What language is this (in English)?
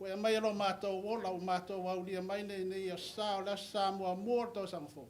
Samoan